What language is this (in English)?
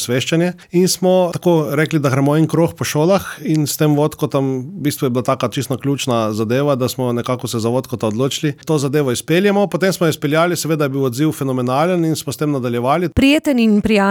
Slovenian